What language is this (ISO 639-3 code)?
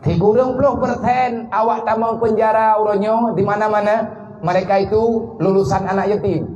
ace